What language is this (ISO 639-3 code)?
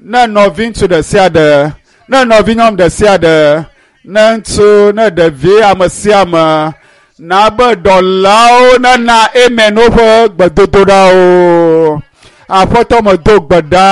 ewe